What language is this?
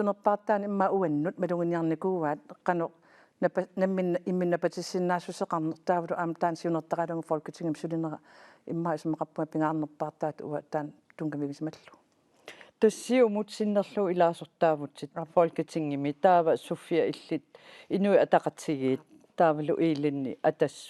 Kalaallisut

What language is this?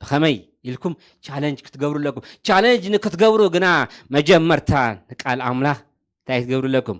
Tigrinya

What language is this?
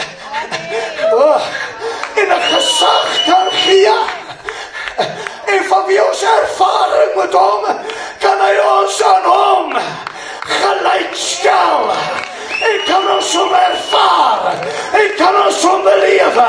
Afrikaans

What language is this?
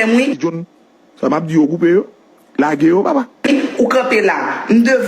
Haitian Creole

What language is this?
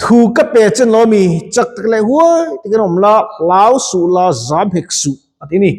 Mizo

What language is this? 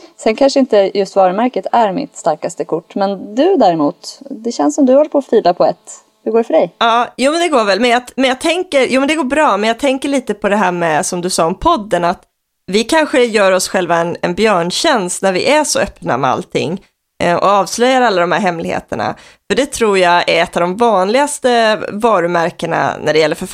Swedish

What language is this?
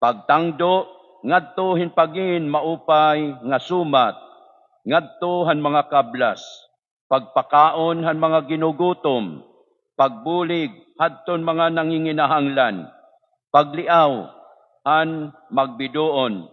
Waray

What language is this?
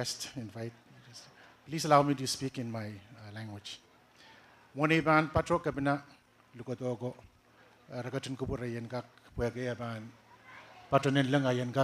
Pohnpeian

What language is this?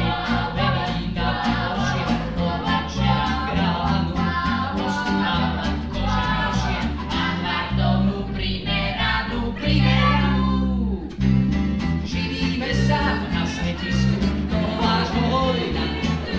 Slovak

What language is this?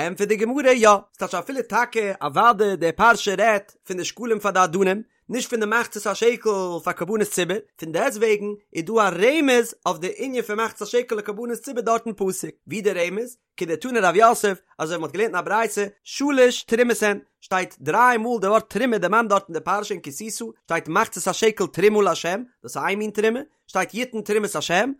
Yiddish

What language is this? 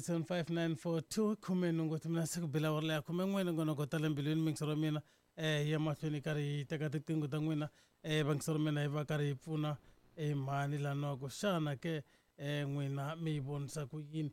Tsonga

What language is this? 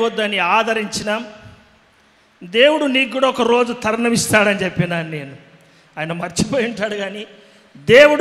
Telugu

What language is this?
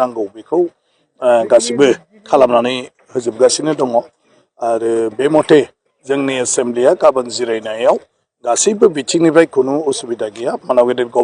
Bodo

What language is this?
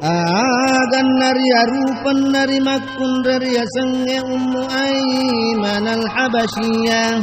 Buginese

